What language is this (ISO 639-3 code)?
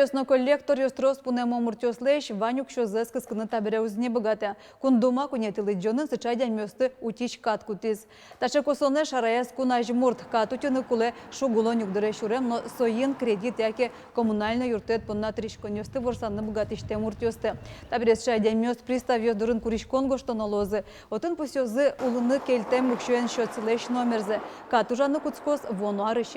udm